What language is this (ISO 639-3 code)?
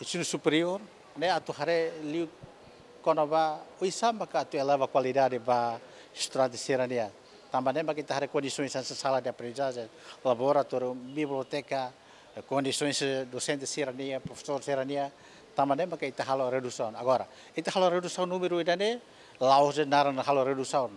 tet